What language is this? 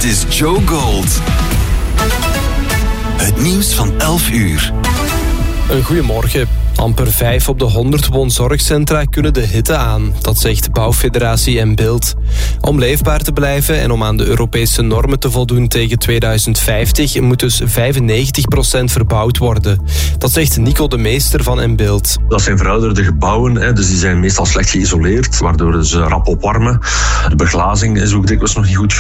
Dutch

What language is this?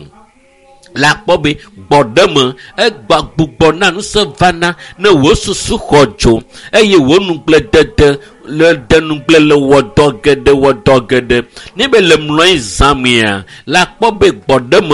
Ewe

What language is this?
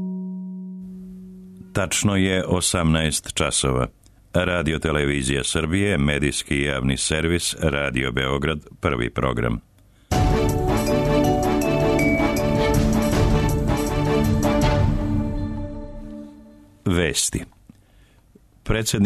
Serbian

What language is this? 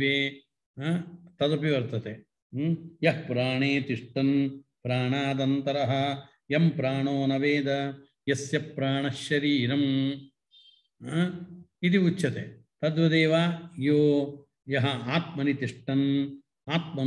Sanskrit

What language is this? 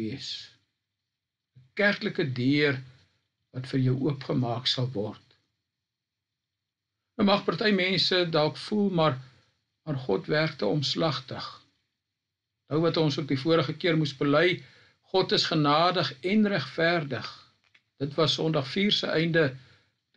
Afrikaans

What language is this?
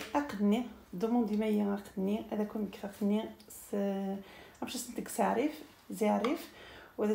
Algerian Arabic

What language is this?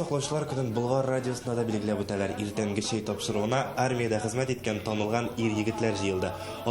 Tatar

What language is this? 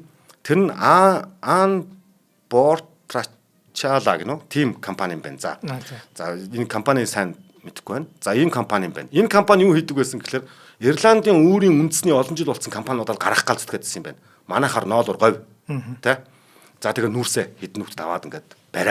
Mongolian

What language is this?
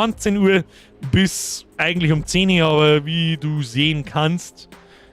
Bavarian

